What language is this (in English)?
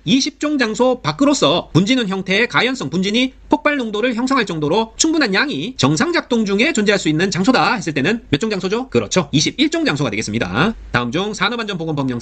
Korean